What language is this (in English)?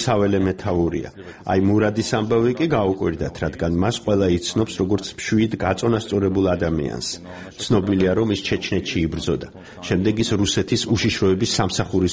Georgian